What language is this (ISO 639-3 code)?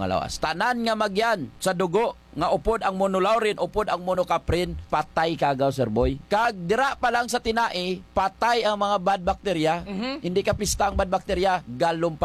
hil